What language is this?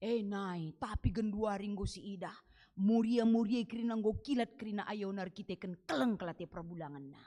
Batak Karo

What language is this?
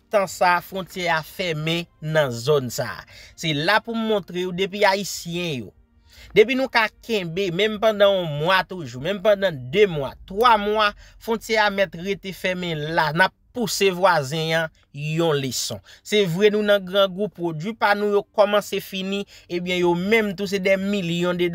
Haitian Creole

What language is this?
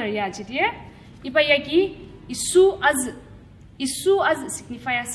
Ao Naga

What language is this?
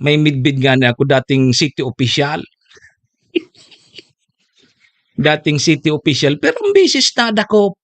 Bikol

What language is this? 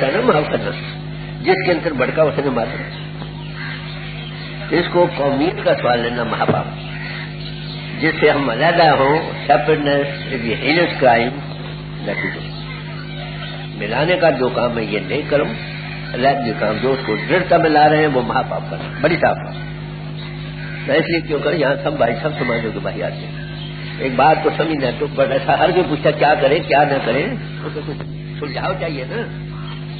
Urdu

